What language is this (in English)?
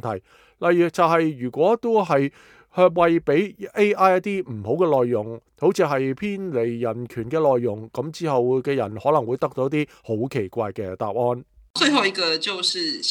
Cantonese